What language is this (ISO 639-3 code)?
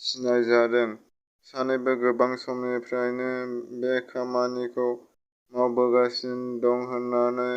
brx